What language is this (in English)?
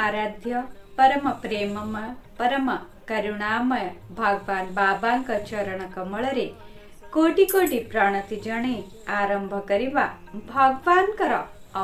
Odia